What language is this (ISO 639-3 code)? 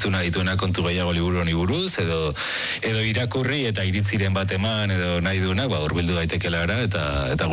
eus